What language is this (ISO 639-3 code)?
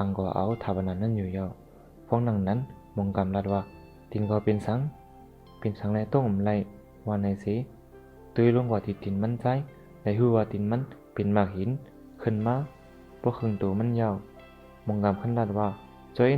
shn